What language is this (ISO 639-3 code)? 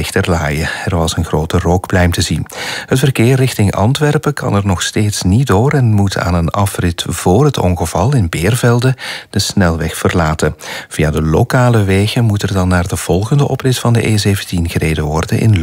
nld